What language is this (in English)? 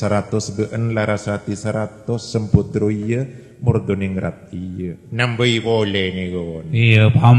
Madurese